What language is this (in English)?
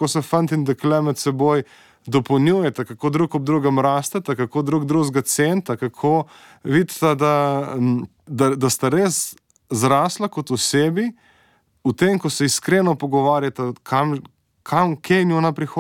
Slovenian